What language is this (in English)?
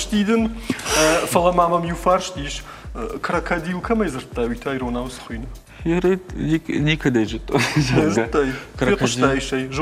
Ossetic